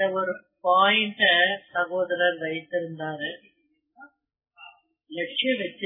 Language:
Tamil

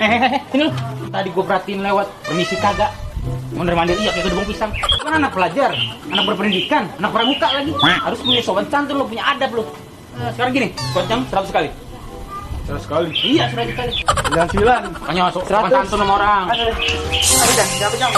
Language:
Betawi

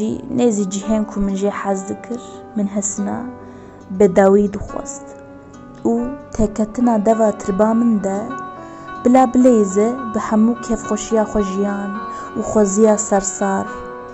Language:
Kurdish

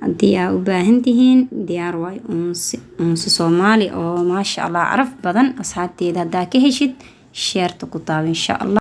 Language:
Somali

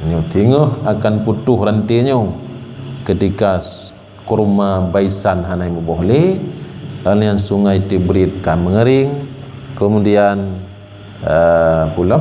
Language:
Achinese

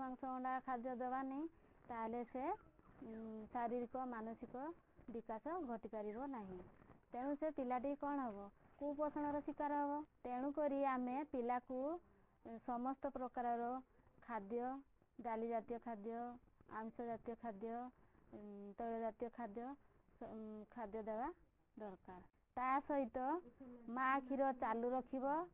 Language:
Odia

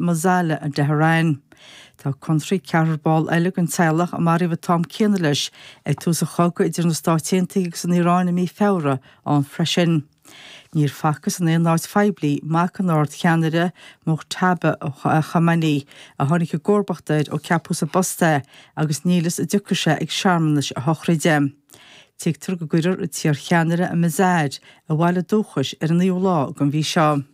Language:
Irish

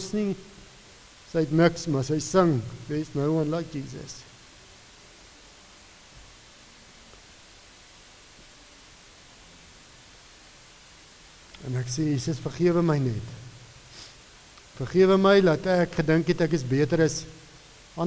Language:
Afrikaans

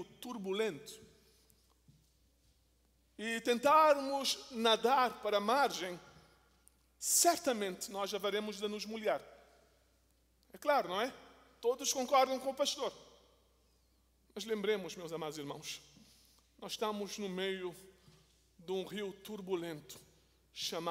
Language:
Portuguese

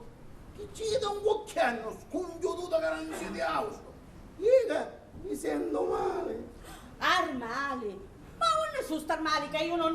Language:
Sicilian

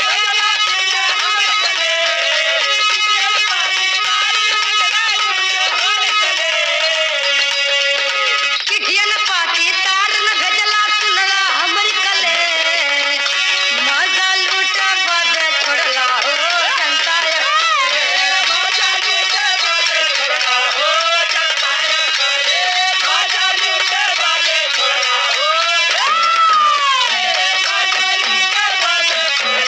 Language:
Bhojpuri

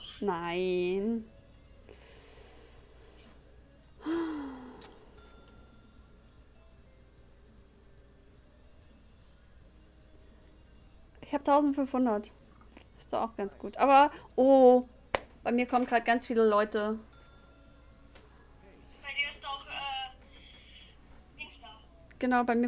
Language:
German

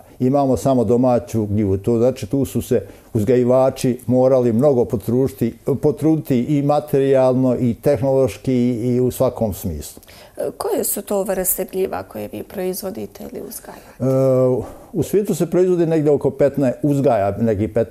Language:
Bosnian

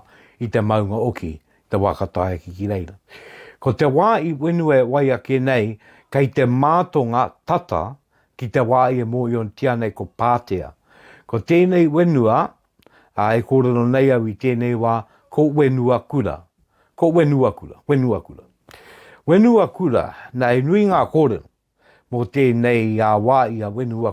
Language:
Māori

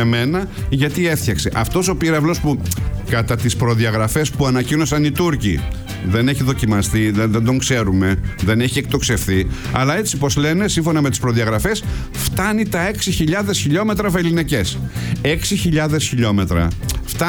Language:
Greek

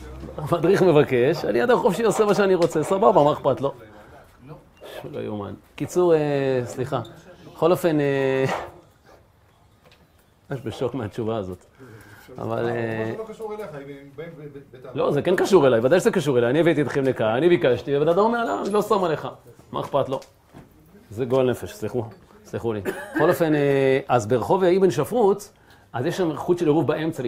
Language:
Hebrew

